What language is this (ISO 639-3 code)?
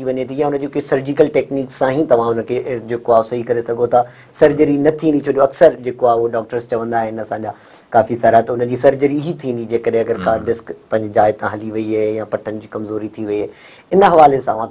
snd